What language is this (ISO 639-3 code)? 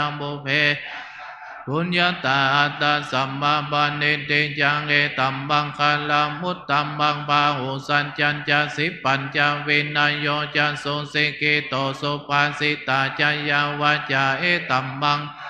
pli